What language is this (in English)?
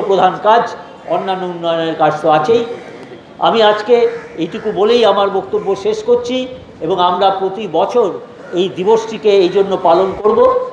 Bangla